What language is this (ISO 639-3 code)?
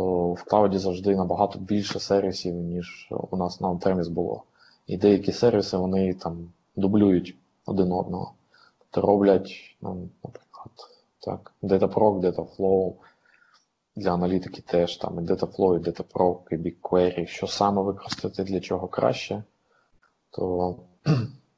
ukr